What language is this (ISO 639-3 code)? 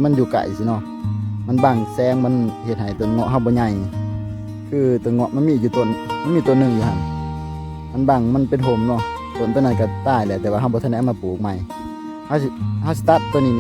lao